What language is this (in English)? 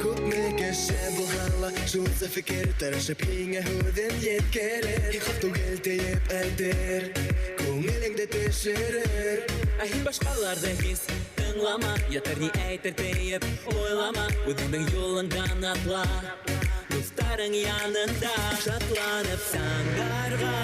Bashkir